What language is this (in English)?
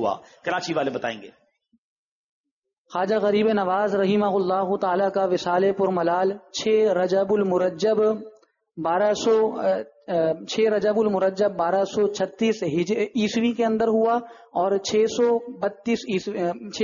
Urdu